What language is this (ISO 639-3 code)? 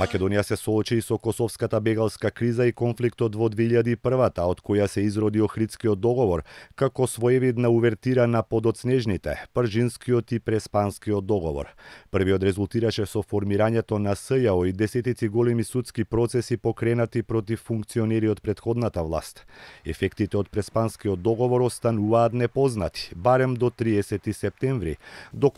mkd